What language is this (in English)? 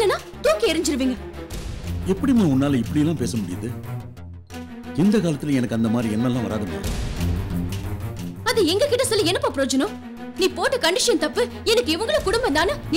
Tamil